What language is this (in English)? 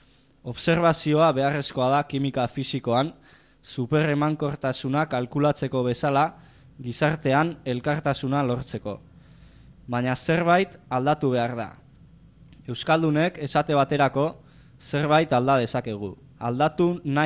Basque